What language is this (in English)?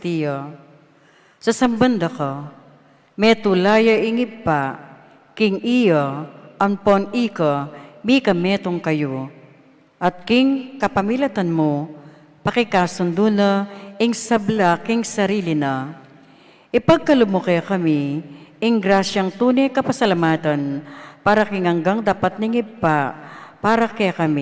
Pampanga